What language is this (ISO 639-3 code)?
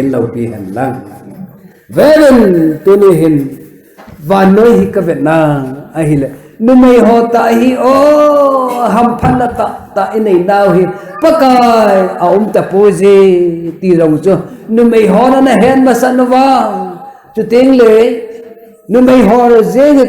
tcz